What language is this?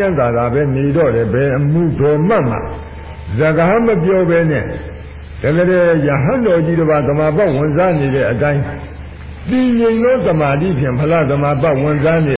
Burmese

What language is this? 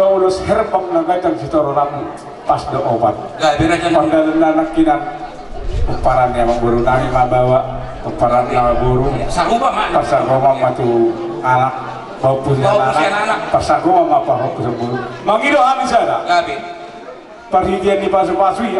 Batak Toba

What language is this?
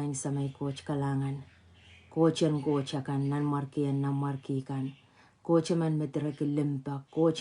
Pohnpeian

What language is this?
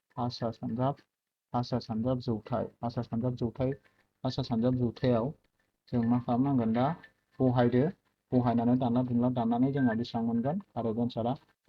Bodo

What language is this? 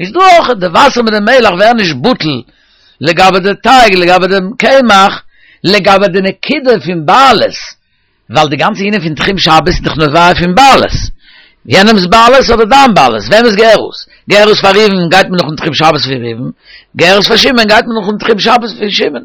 Yiddish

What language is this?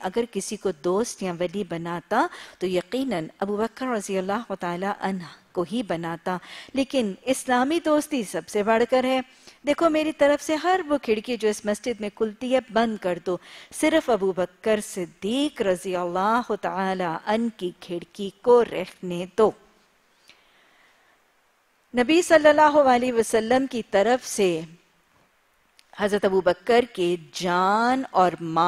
Urdu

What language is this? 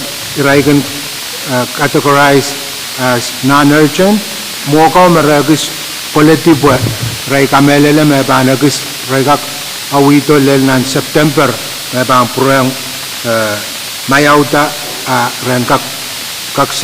Pohnpeian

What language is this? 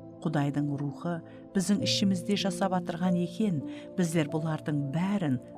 Kara-Kalpak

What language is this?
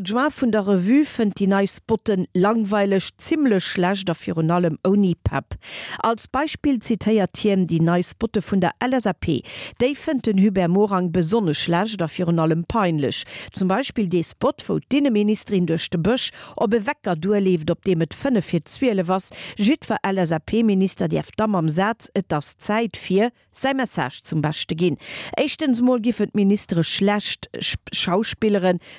Luxembourgish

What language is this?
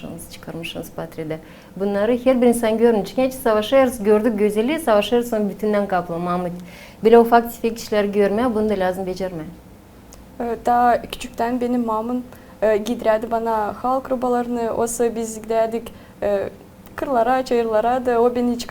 Gagauz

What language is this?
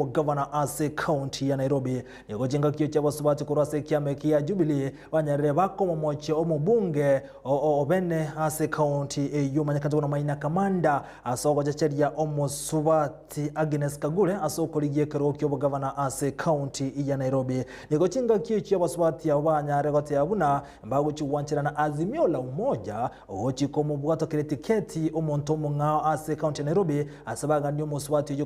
Gusii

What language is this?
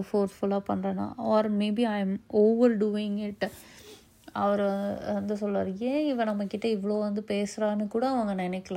Tamil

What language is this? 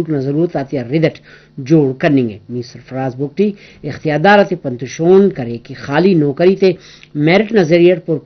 Brahui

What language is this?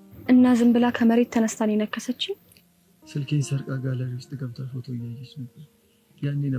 Amharic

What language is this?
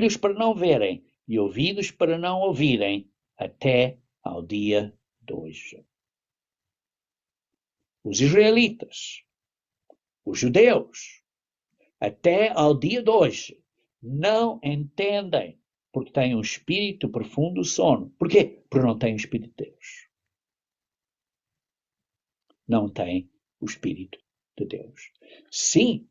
Portuguese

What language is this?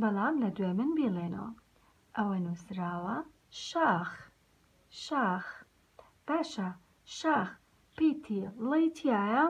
Central Kurdish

